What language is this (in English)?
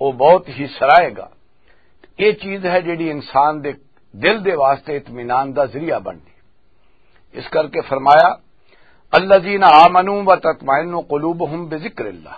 Western Panjabi